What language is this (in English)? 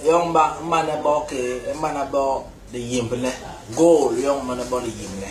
Basaa